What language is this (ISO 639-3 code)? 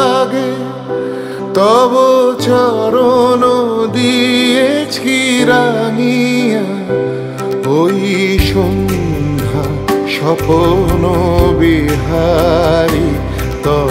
ben